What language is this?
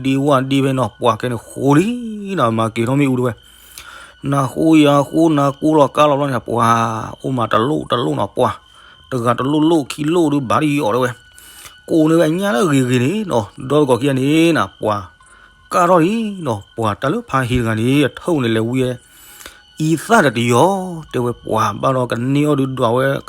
S'gaw Karen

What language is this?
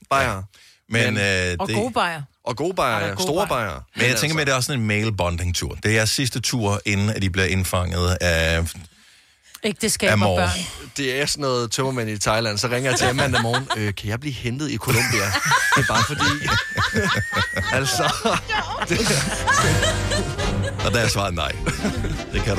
Danish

